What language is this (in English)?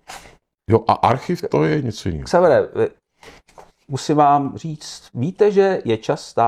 Czech